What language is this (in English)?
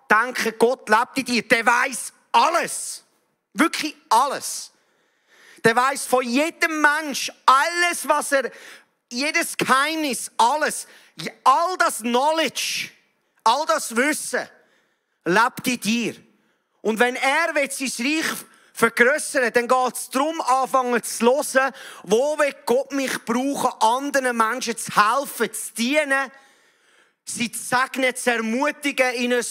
Swiss German